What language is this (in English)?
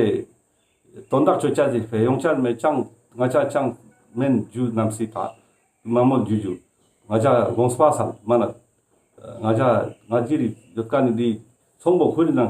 Ladakhi